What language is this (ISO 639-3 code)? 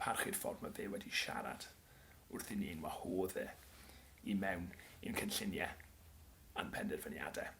cym